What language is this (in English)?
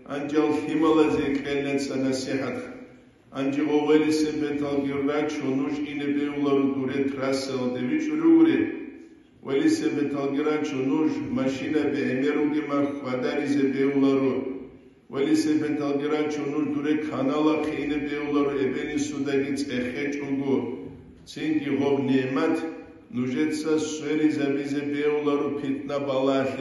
Avaric